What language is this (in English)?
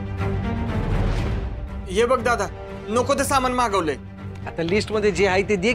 Marathi